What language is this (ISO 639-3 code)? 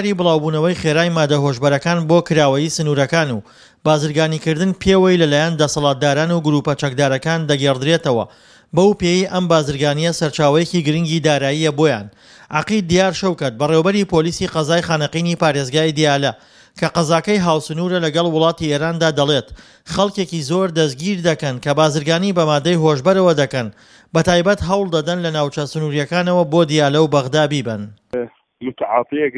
ckb